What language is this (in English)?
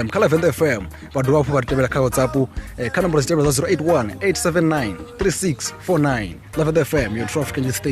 Venda